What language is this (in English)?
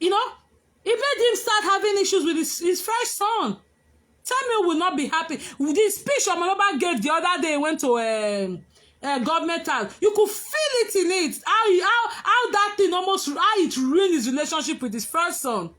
Nigerian Pidgin